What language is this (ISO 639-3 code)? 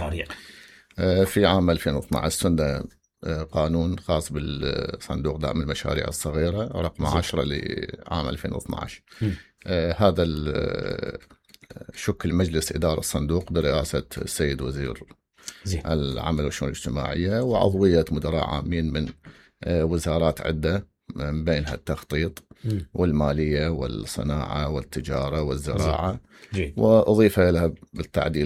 acm